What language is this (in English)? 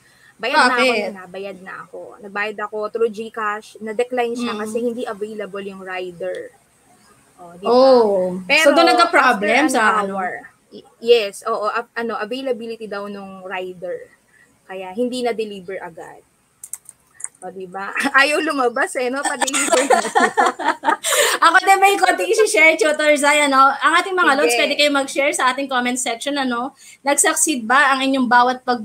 Filipino